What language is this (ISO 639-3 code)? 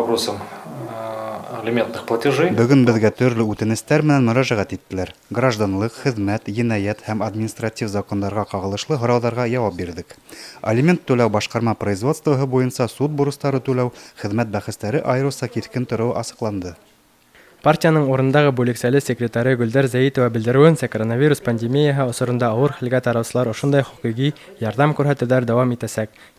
bak